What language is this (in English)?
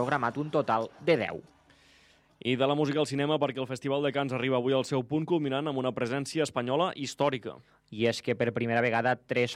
Catalan